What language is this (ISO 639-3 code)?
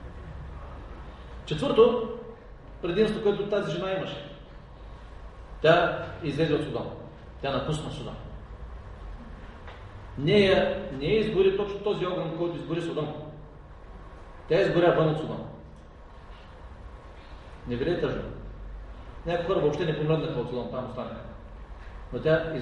bul